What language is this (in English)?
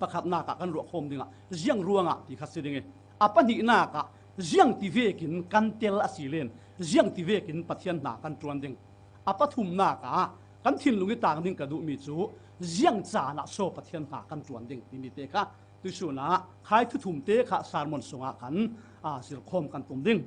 Falam Chin